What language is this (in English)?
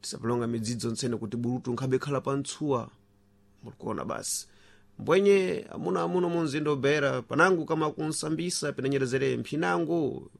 Sena